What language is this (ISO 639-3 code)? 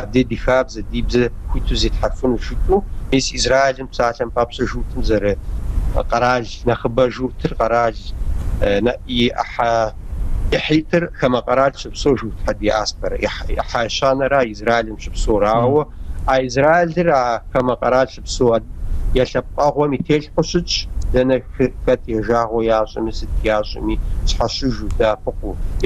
kbd